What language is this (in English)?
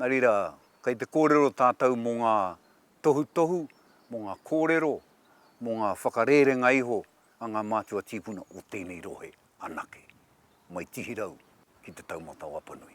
Māori